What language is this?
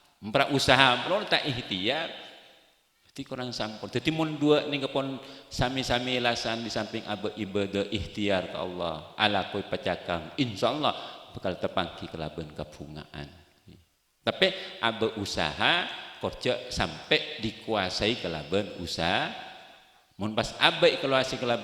Madurese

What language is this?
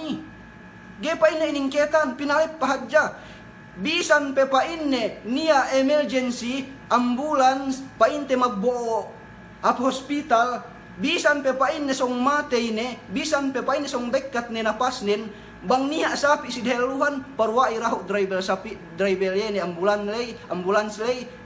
Yakan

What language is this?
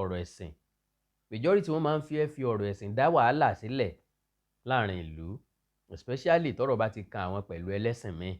Yoruba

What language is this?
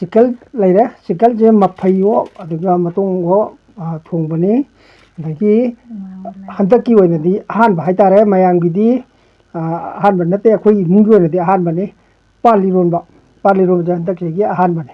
Manipuri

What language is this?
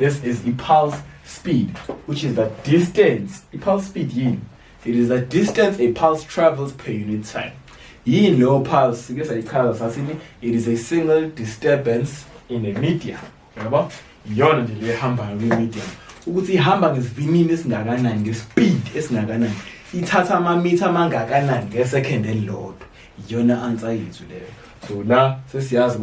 Zulu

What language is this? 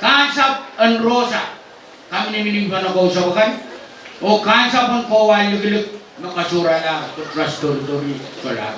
Pohnpeian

